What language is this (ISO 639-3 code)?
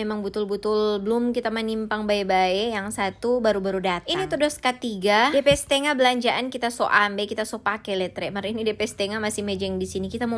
xmm